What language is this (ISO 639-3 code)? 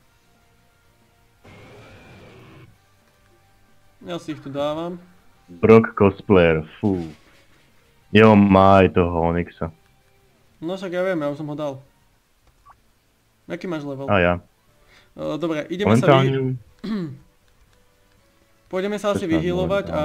slk